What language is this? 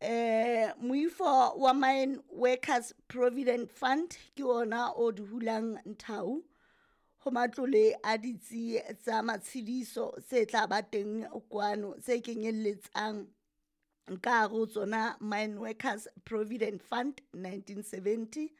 Southern Sotho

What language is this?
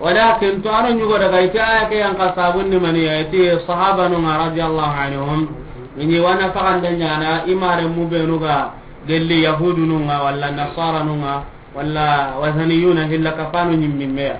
Soninke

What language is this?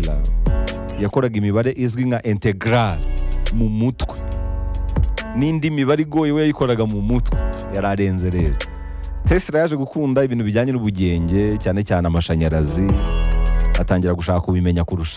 Kinyarwanda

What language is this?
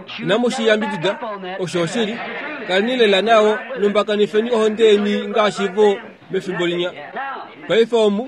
Kuanyama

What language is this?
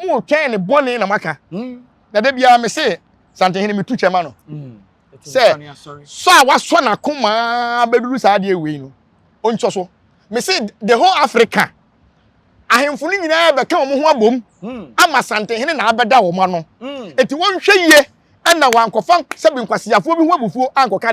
Akan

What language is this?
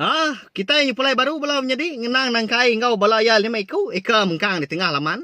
Iban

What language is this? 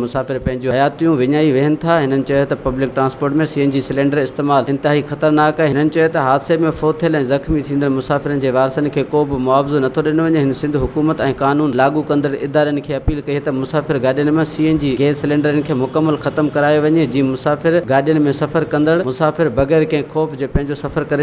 Sindhi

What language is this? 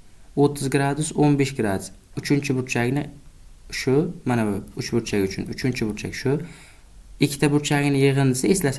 Uzbek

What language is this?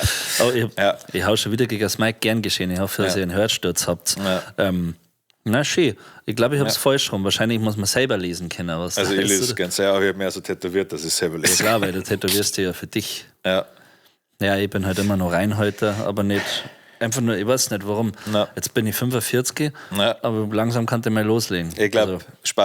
Bavarian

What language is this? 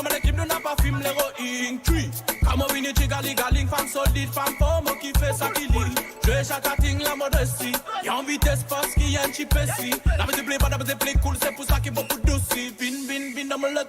Morisyen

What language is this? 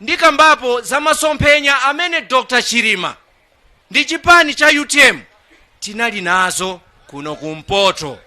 Nyanja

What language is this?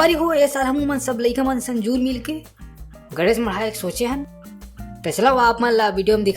Chhattisgarhi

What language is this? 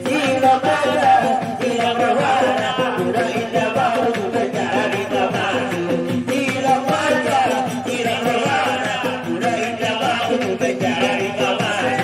Batak Angkola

